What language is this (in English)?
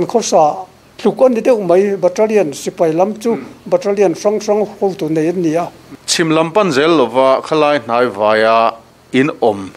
Mizo